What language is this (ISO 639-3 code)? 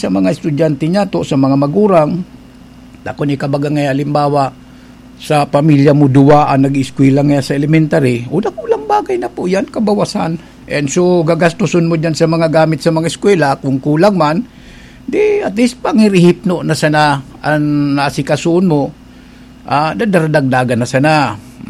bik